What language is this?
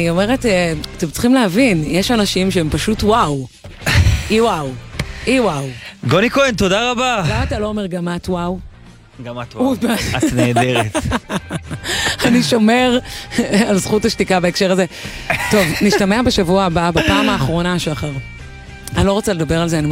Hebrew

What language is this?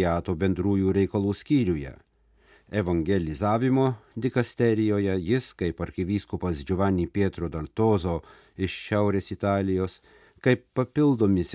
Lithuanian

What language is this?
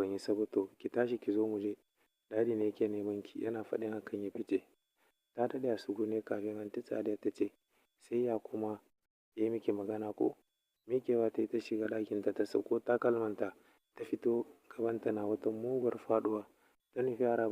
Hausa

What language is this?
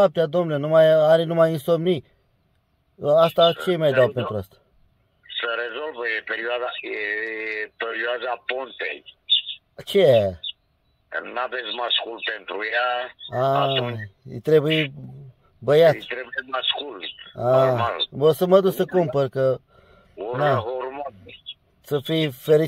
Romanian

